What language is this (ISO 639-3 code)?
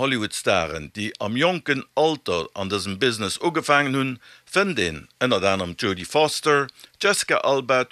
ltz